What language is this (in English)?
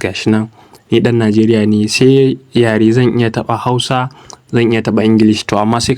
Hausa